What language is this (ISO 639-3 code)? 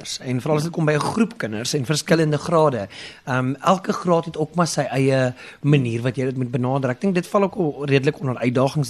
afr